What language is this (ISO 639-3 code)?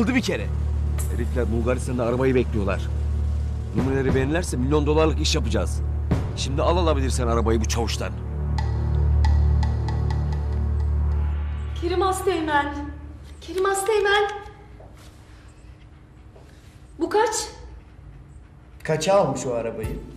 tur